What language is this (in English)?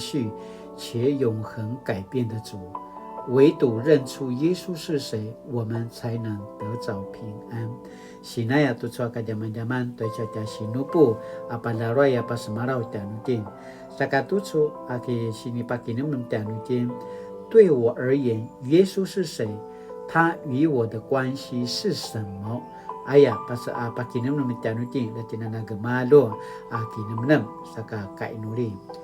Paiwan